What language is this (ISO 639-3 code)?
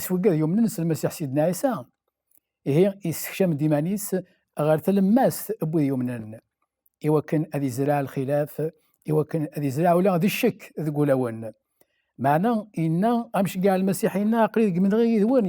kab